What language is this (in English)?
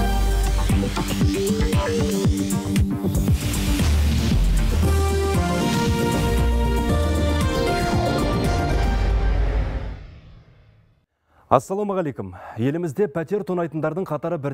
Kazakh